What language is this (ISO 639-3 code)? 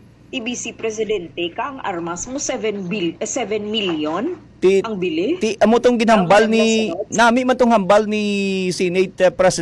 hil